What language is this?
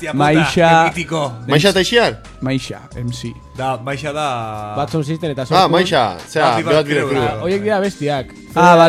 Basque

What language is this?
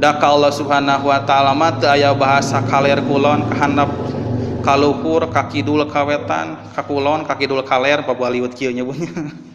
Sundanese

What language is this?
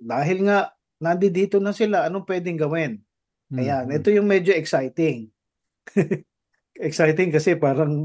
Filipino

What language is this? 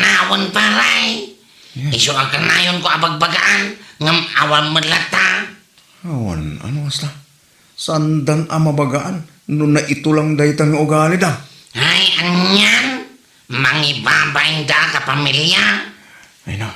Iloko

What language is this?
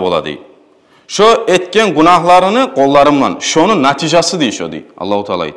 Kumyk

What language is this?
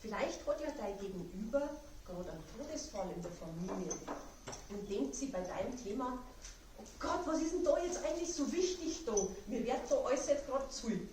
Bavarian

